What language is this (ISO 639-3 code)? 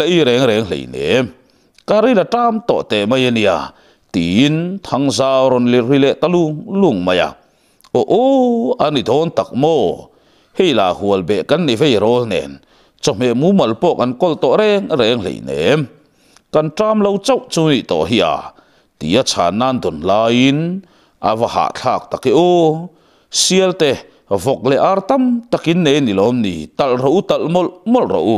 lus